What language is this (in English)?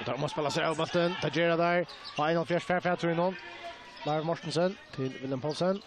Faroese